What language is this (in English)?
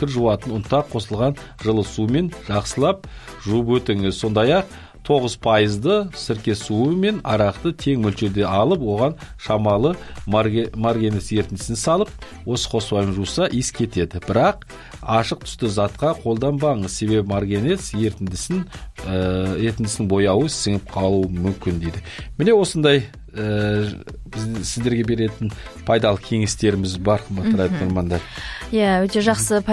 Kazakh